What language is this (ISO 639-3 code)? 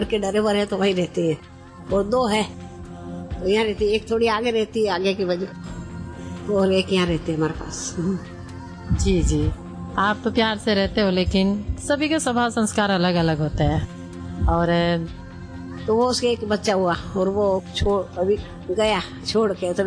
hin